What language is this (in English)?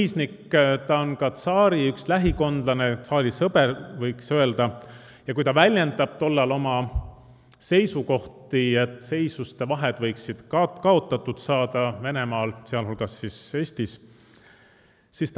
Estonian